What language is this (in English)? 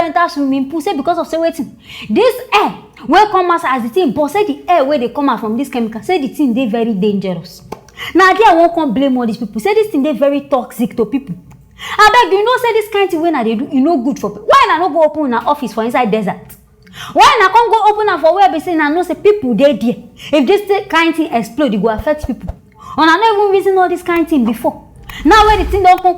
Nigerian Pidgin